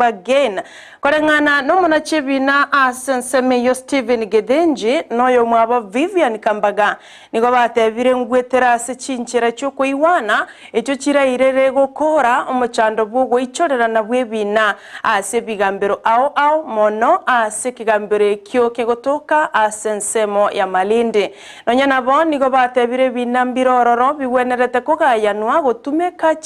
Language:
Gusii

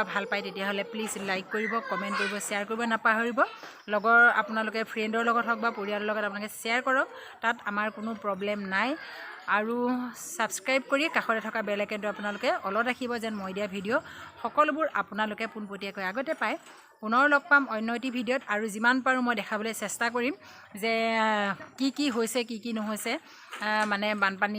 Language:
Assamese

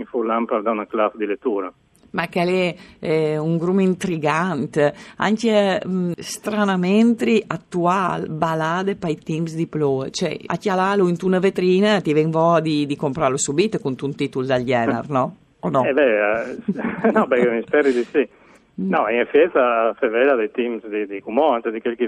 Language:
Friulian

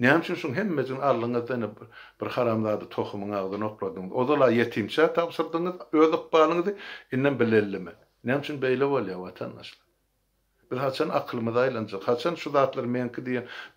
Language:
Turkmen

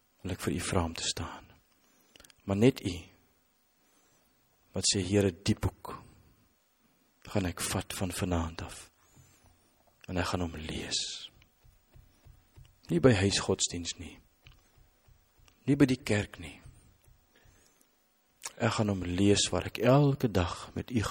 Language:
Afrikaans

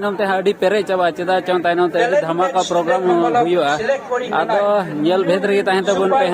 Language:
Santali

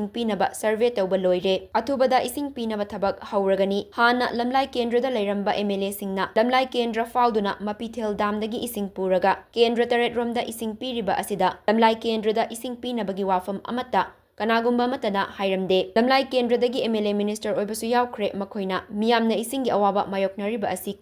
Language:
Manipuri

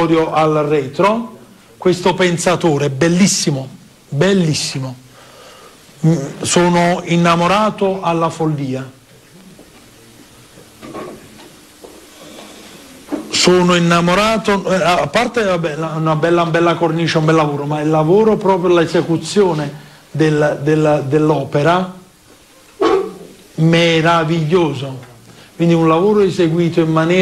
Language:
Italian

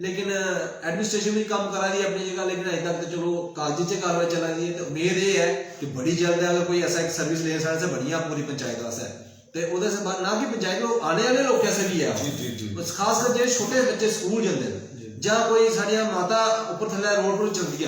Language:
Dogri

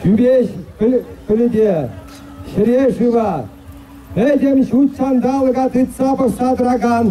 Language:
Chuvash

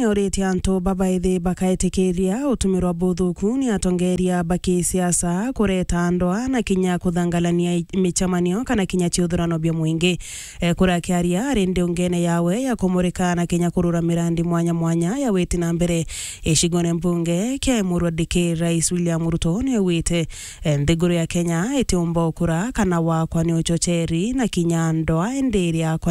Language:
Meru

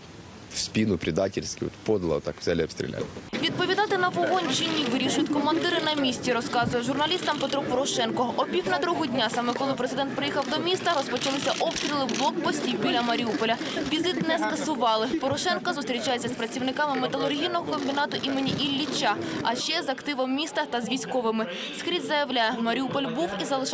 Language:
Ukrainian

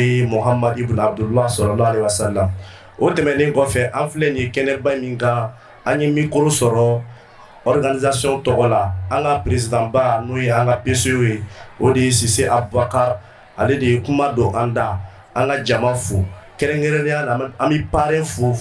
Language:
Bambara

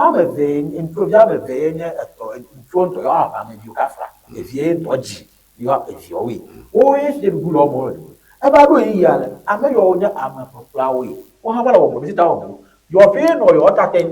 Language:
Ewe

